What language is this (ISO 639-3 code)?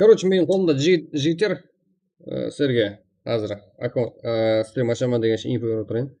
kaa